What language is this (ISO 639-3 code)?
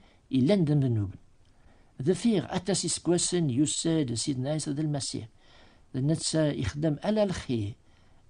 kab